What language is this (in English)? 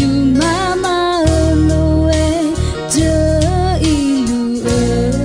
Akha